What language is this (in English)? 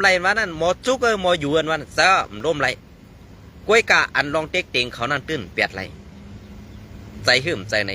Shan